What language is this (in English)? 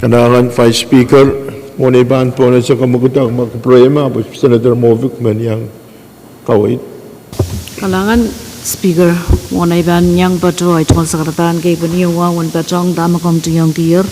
Pohnpeian